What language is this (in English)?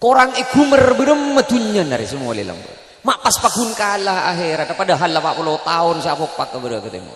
Madurese